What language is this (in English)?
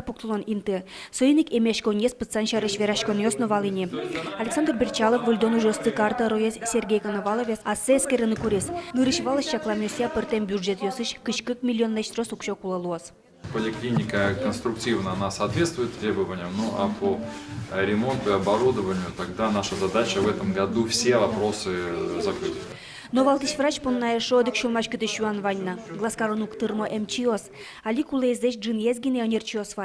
Udmurt